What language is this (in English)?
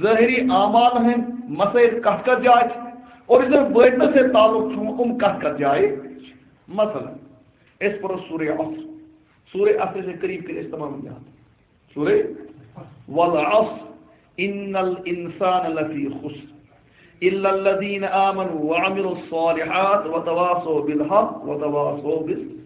Kashmiri